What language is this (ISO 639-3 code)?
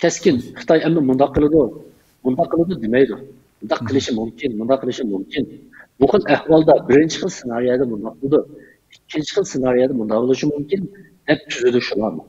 uig